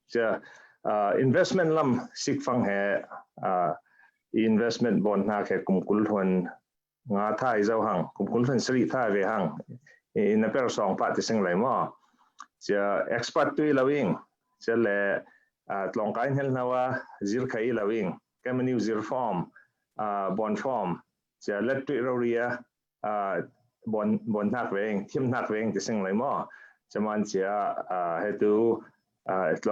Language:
Falam Chin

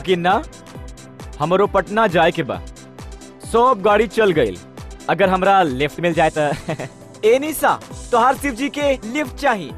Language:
Bhojpuri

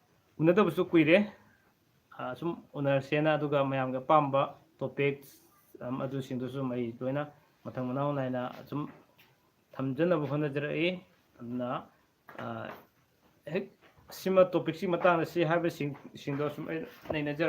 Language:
Manipuri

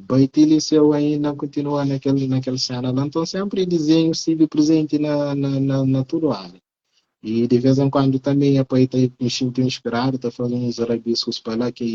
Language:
Kabuverdianu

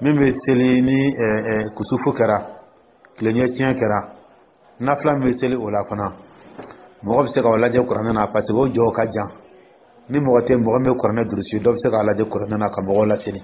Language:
Dyula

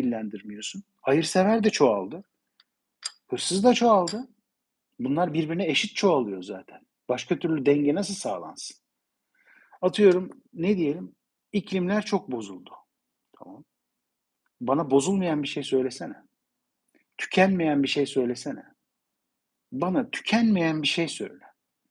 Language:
Turkish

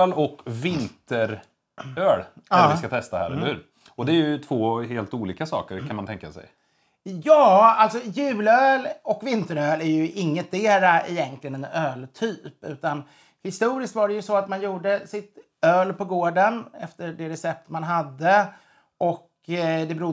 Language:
Swedish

